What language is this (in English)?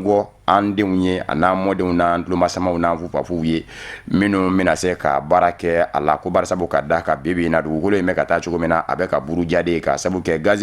Bambara